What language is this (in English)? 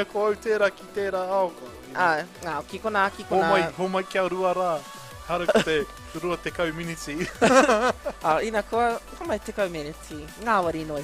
Māori